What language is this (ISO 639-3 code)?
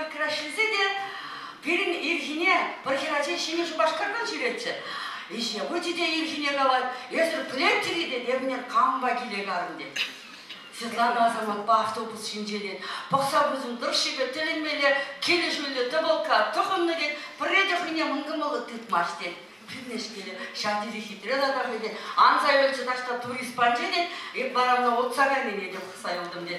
chv